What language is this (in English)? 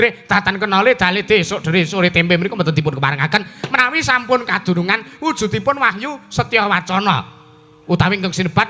Javanese